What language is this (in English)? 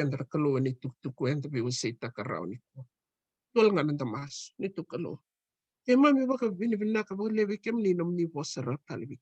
Fijian